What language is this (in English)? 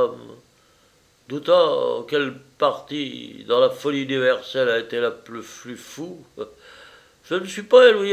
French